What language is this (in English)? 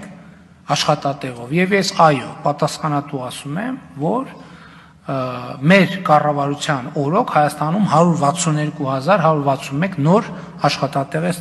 Armenian